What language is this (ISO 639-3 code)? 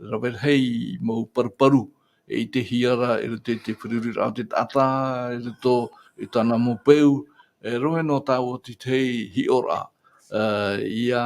tah